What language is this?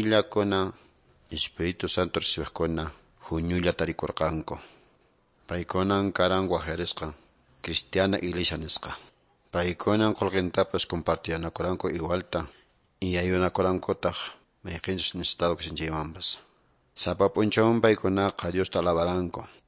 Quechua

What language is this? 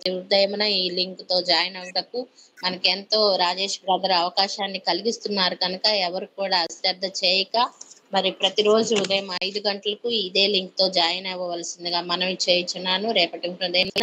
Telugu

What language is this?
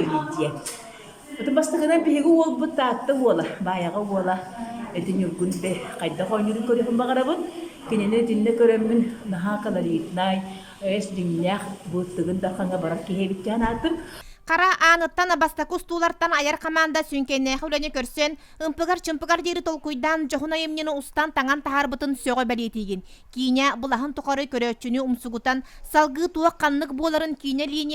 Yakut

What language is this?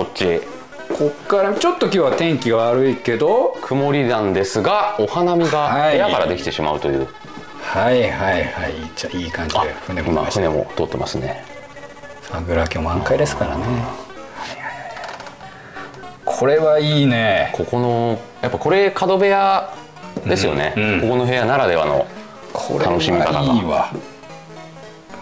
Japanese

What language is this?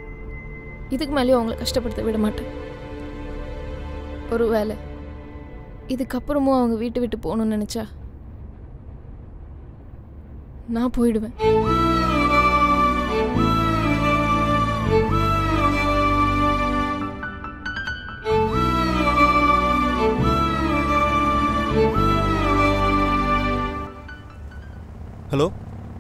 Tamil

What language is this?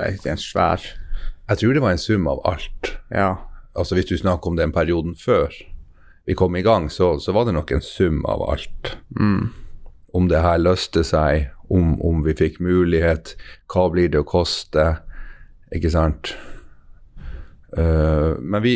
Norwegian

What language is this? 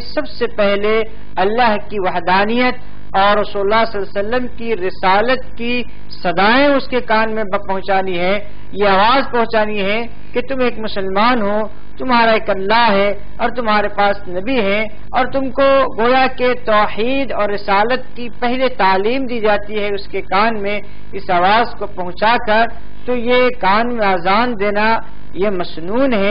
Urdu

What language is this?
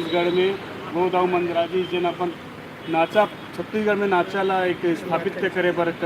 Chhattisgarhi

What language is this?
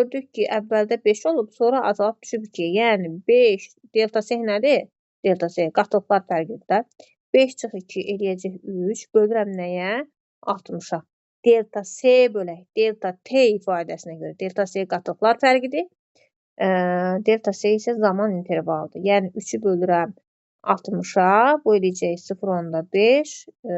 Azerbaijani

